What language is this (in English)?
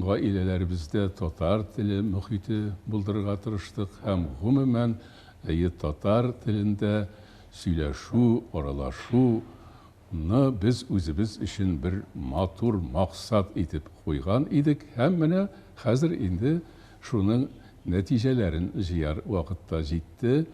Tatar